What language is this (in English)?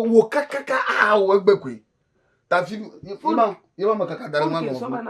Ewe